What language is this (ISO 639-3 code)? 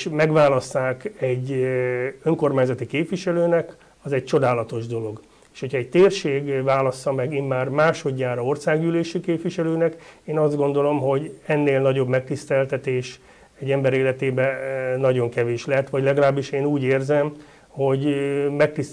hun